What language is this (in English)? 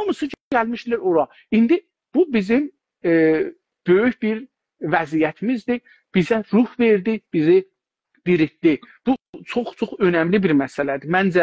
South Azerbaijani